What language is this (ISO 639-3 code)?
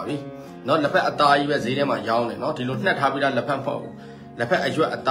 mya